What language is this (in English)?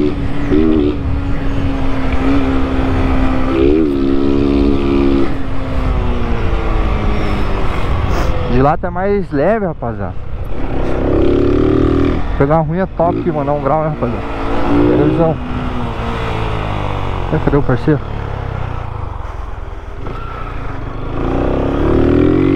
Portuguese